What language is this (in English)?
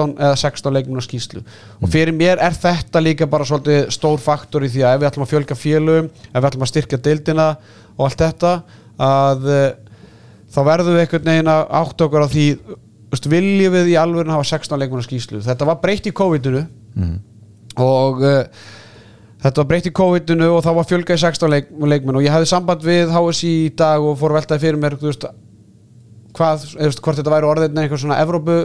Icelandic